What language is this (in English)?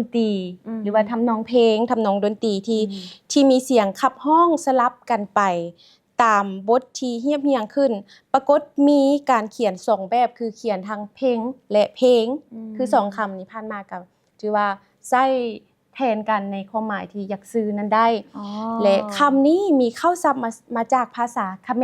Lao